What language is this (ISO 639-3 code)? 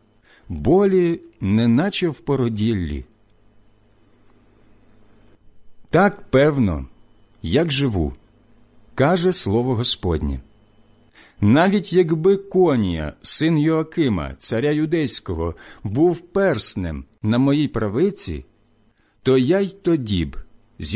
ukr